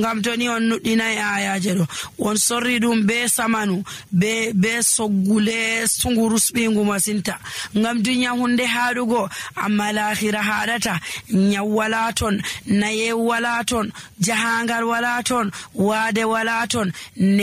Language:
Nigerian Fulfulde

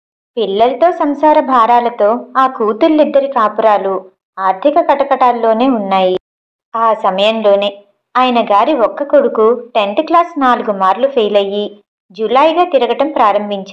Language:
Telugu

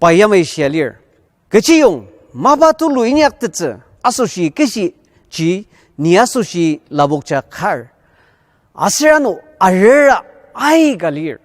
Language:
Ao Naga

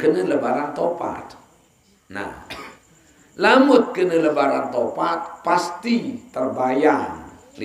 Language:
Sasak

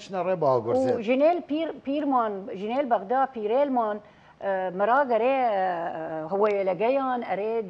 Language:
Southern Kurdish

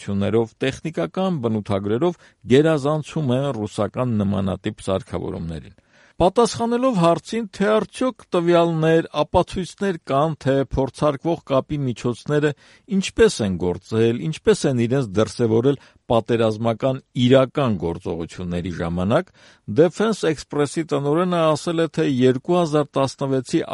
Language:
Armenian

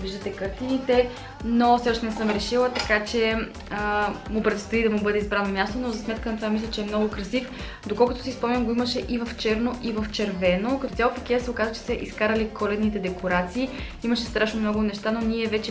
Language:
Bulgarian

